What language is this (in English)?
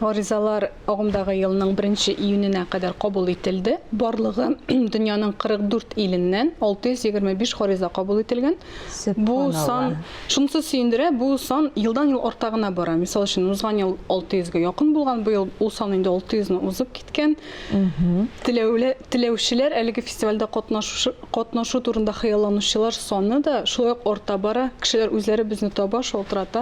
Tatar